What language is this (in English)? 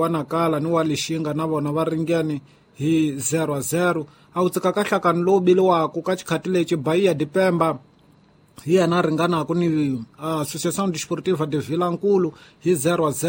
Tsonga